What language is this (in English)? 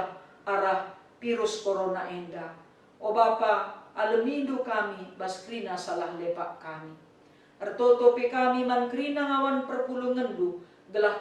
Batak Karo